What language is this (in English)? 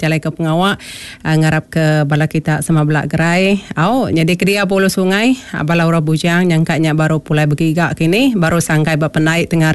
Iban